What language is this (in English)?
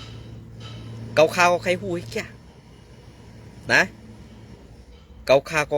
Shan